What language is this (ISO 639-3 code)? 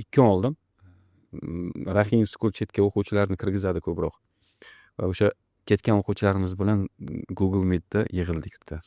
uzb